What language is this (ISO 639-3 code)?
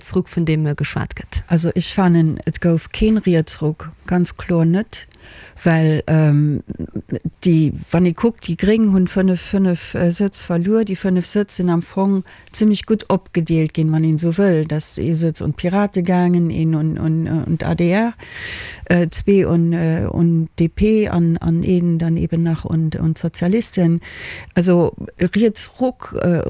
ltz